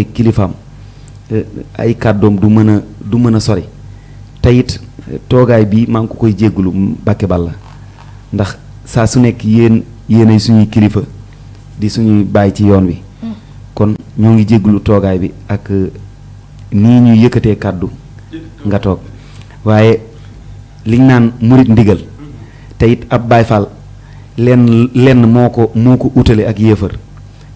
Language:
Wolof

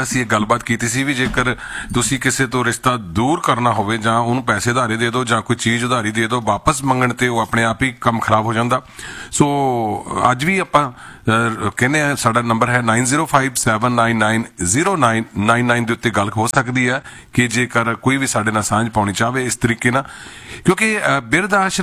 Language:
Punjabi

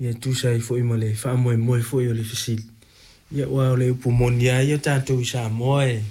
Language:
Samoan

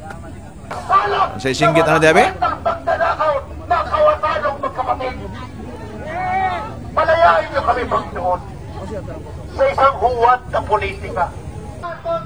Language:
Filipino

